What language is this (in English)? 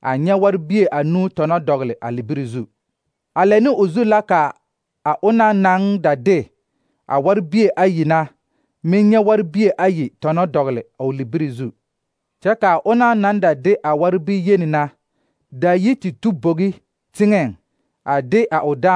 Southern Dagaare